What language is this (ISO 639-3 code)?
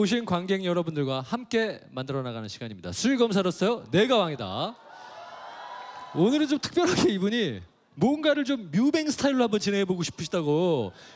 kor